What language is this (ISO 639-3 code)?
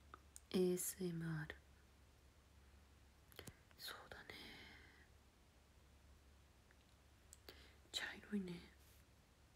jpn